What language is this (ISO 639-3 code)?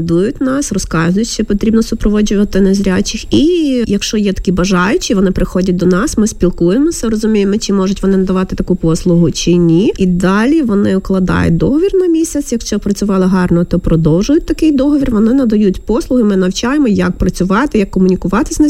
ukr